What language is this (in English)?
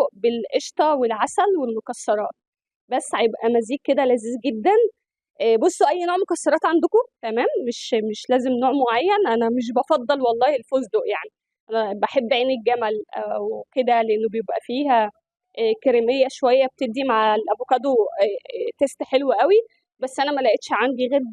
Egyptian Arabic